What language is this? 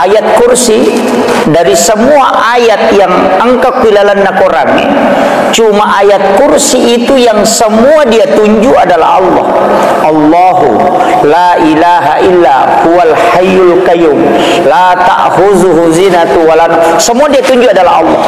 Buginese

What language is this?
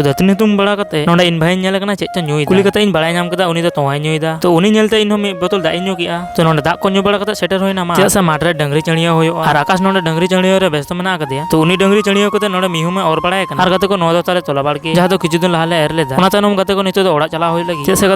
Santali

